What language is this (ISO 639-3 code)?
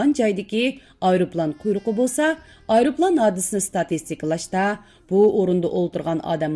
uig